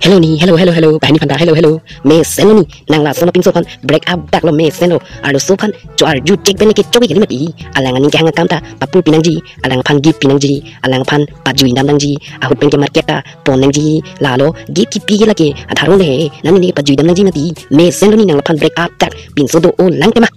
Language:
Karbi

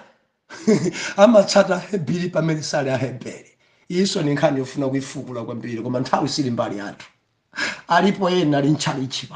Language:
Nyanja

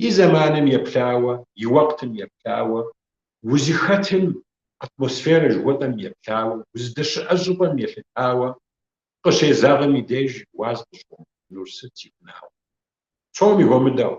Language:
Kabardian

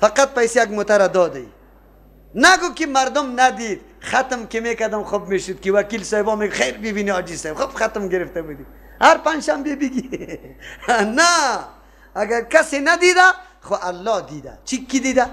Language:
Persian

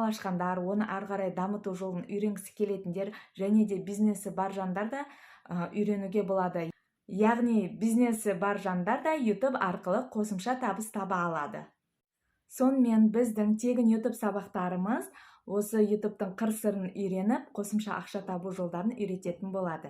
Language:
Kazakh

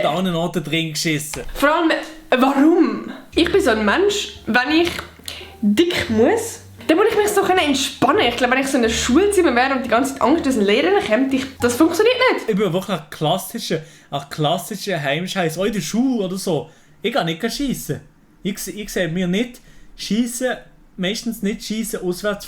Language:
Swiss German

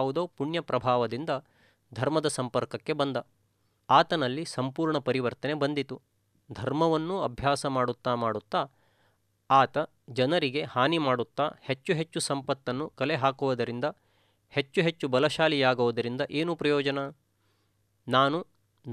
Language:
Kannada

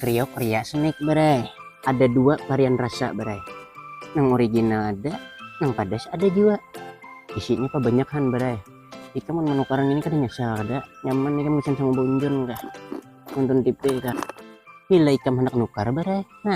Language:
Banjar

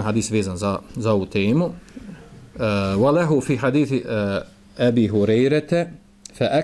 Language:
Bosnian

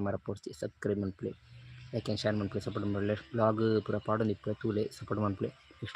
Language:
Tulu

